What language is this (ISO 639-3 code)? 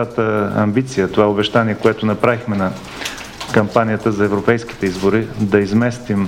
bul